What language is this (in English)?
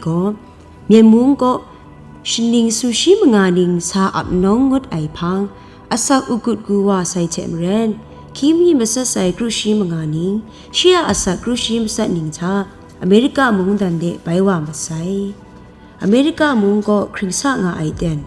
Kachin